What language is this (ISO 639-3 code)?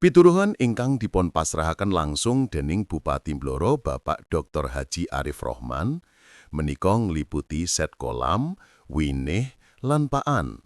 jav